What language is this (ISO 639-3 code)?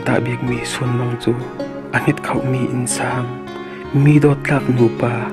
cfm